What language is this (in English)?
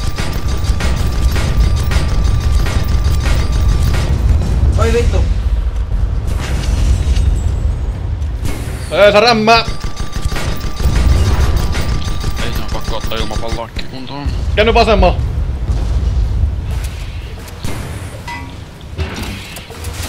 Finnish